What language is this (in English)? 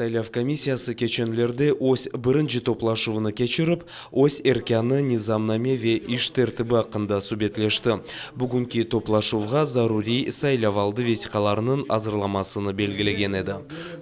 Crimean Tatar